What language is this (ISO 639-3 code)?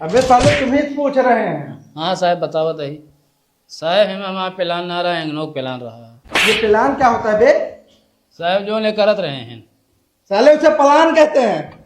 awa